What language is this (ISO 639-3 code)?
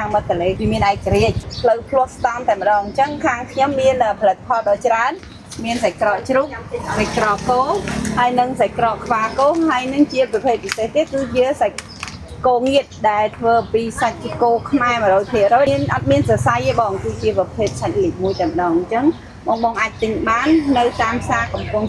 khm